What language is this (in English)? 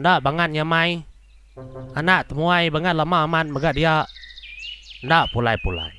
Iban